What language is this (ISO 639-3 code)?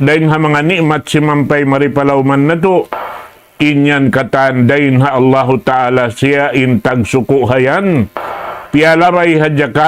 tsg